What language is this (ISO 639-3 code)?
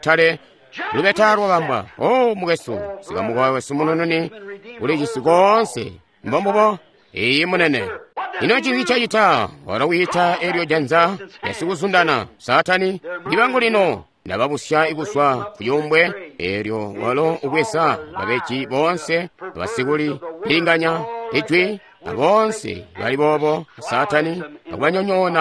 toi